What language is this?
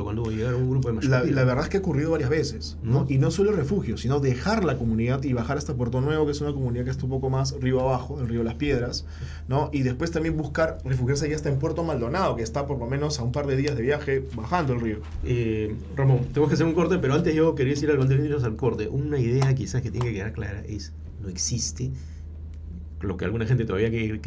Spanish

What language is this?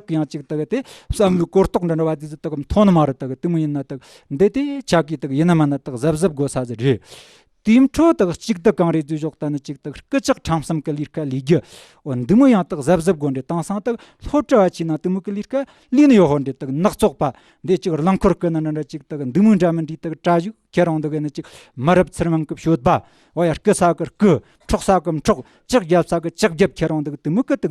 Tibetan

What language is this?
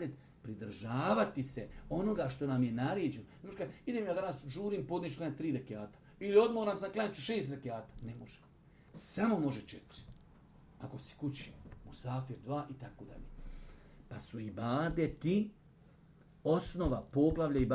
Bosnian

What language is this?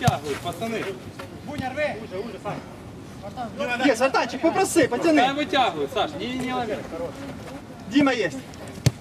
Ukrainian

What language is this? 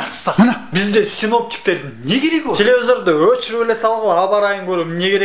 Kyrgyz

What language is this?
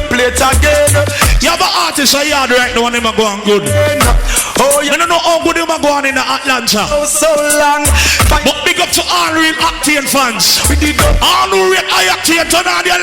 Jamaican Creole English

